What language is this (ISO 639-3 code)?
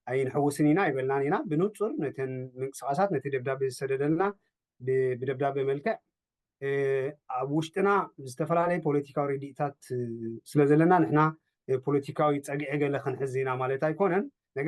tir